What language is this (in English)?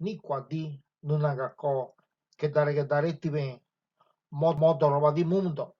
Ngäbere